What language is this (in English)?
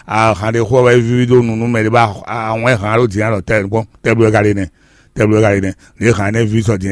Fon